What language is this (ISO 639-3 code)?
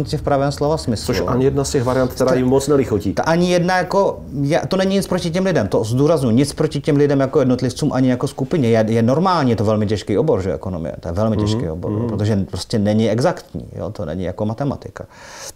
ces